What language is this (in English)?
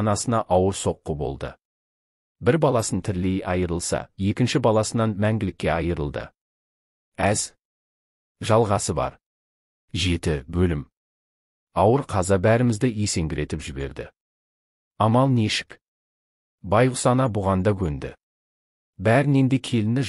Kazakh